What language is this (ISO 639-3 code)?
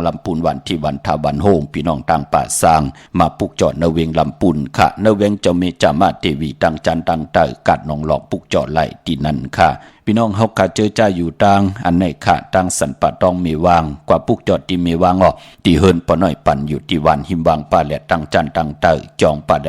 shn